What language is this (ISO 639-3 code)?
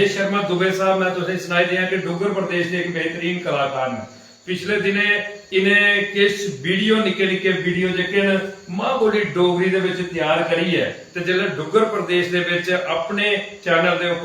doi